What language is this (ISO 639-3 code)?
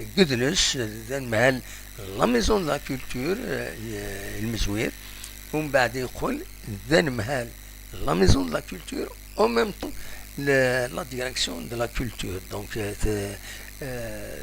kab